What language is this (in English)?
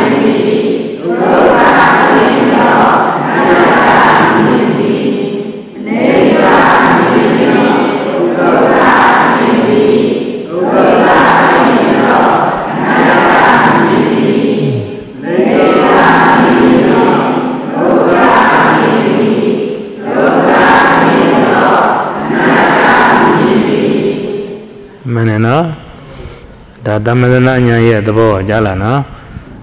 Burmese